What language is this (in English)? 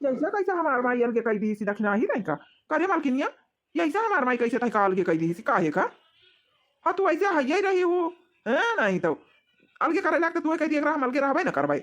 Awadhi